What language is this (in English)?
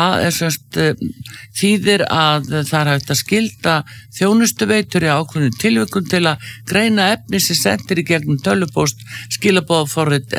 Icelandic